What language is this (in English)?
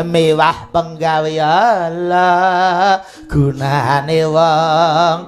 Javanese